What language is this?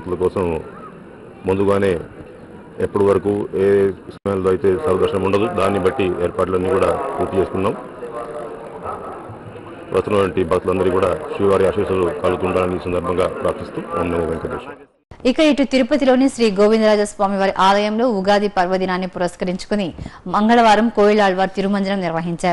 Telugu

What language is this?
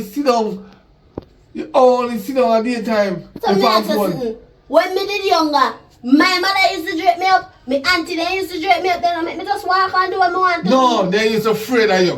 Jamaican Creole English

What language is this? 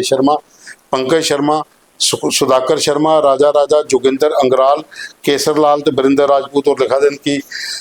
Dogri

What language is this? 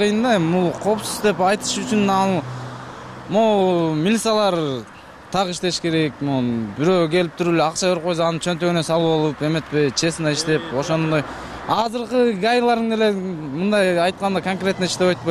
Kyrgyz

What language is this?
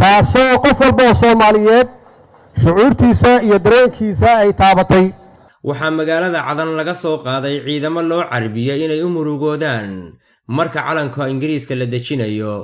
Somali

